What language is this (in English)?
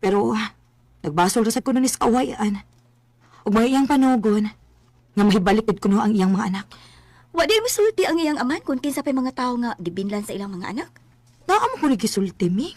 Cebuano